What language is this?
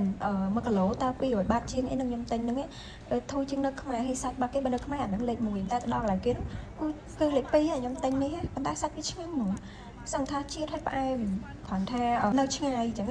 Khmer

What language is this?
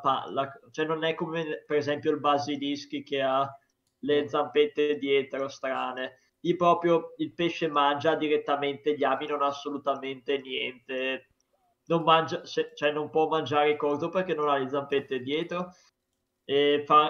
Italian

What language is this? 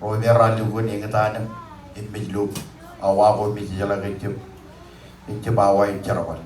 Marshallese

